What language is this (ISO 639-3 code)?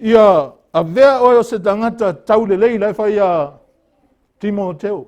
smo